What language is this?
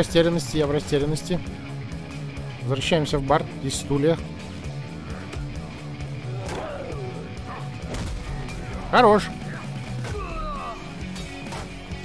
Russian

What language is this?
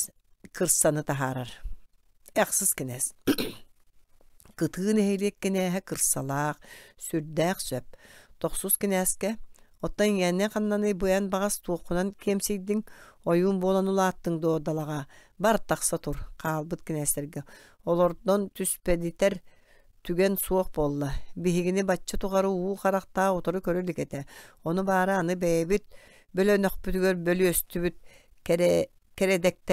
Yakut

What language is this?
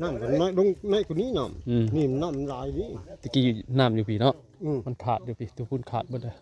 Northeastern Thai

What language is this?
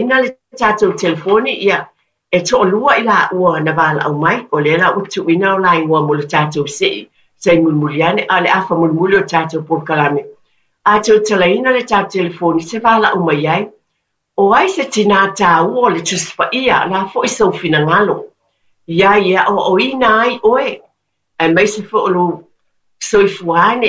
Samoan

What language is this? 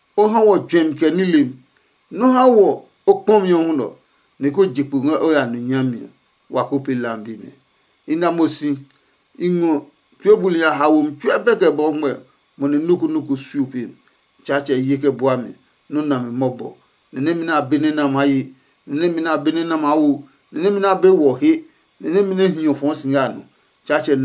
Adangme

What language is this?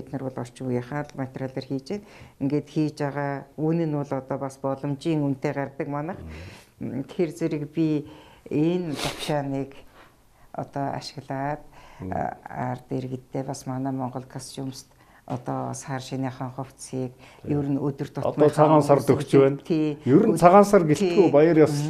Mongolian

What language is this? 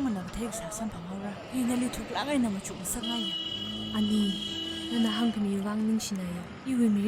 Tangkhul Naga (India)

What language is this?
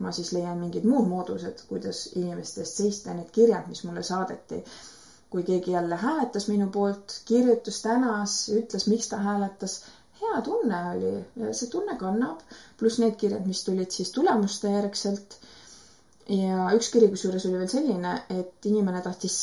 Estonian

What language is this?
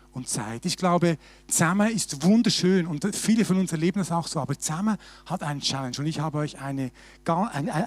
Swiss German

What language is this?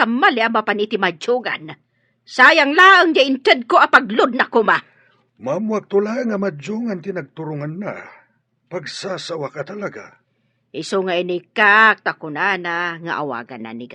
Iloko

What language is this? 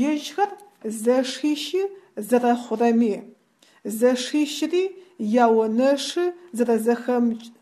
Adyghe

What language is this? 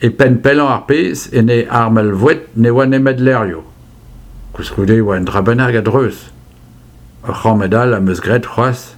Breton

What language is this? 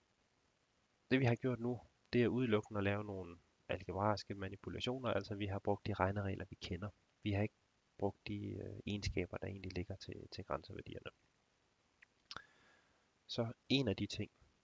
Danish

